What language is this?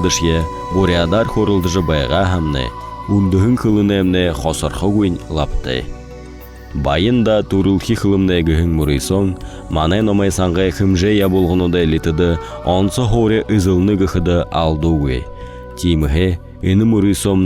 Buriat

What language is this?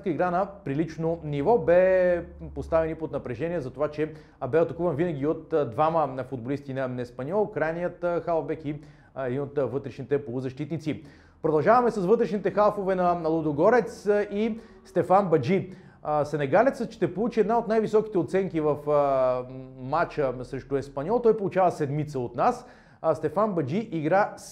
Bulgarian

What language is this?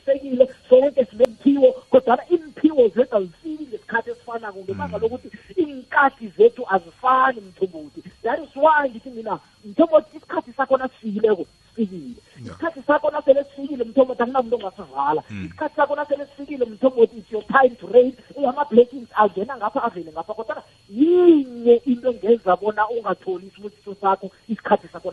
South Ndebele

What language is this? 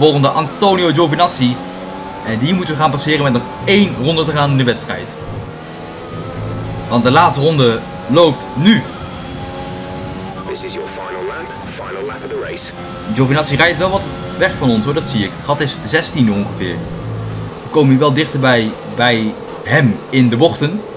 Dutch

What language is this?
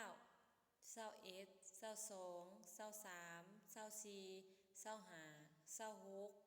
Lao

